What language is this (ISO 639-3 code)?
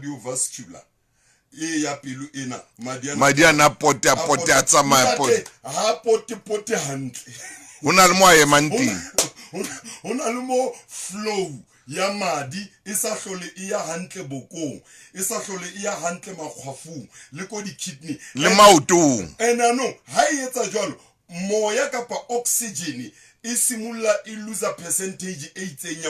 sot